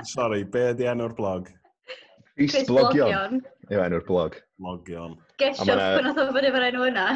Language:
Welsh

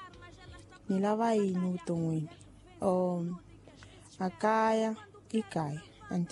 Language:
Tsonga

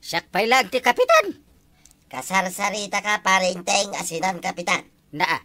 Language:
Iloko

